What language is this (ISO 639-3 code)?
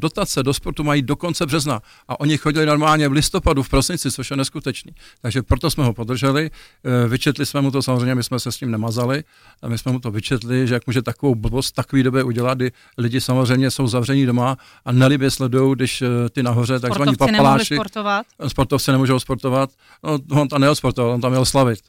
ces